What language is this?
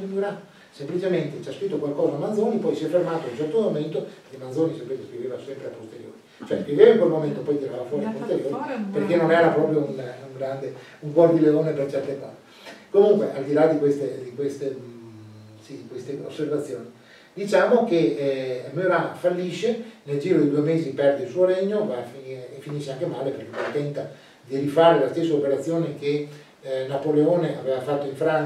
Italian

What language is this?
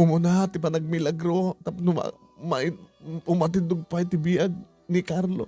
Iloko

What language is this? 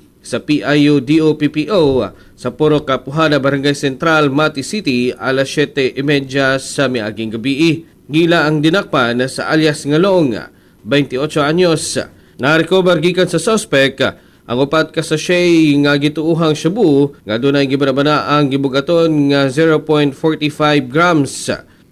Cebuano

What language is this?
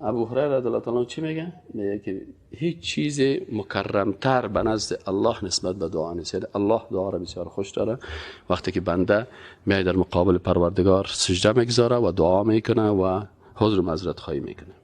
Persian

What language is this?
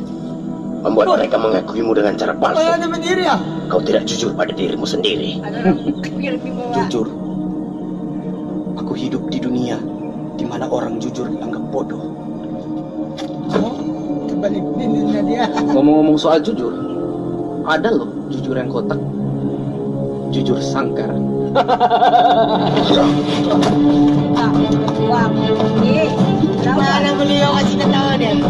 Indonesian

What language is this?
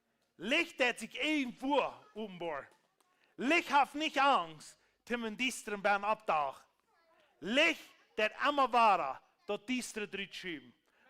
Plautdietsch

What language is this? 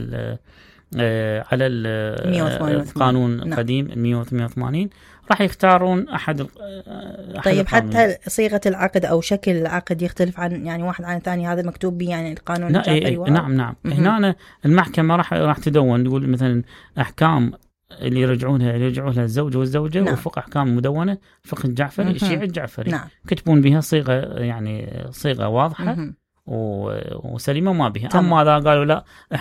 Mesopotamian Arabic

